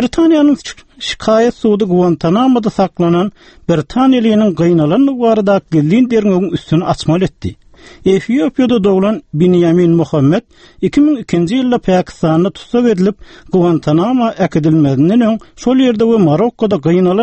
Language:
Turkmen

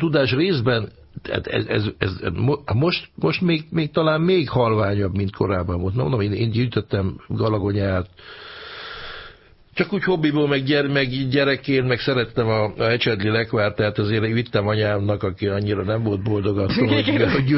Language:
Hungarian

